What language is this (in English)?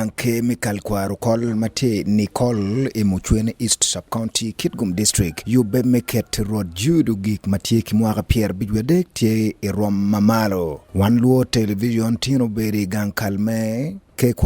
Acoli